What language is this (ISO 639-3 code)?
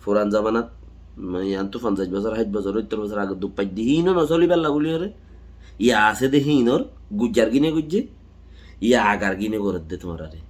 rhg